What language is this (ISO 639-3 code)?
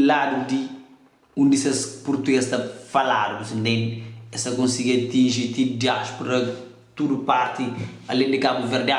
kea